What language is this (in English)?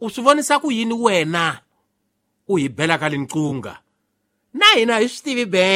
Tsonga